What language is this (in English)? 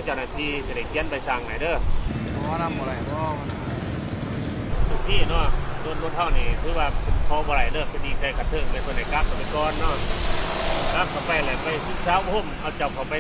Lao